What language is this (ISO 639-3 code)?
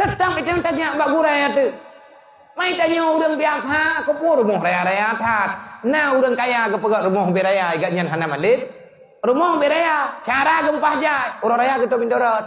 ace